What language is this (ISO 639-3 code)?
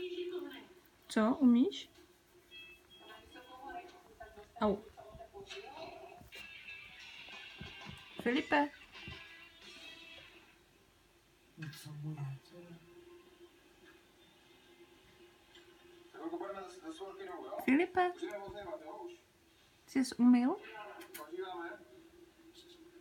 ces